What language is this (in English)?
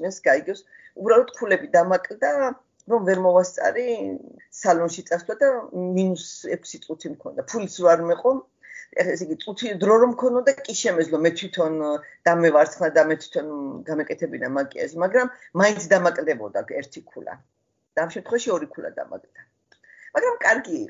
Georgian